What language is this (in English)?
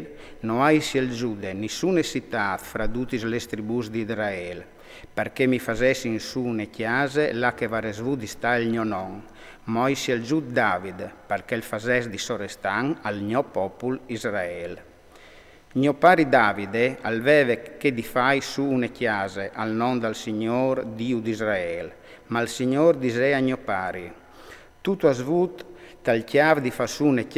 Friulian